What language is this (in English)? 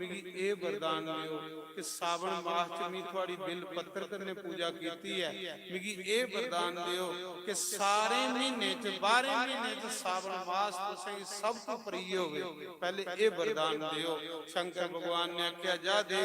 Dogri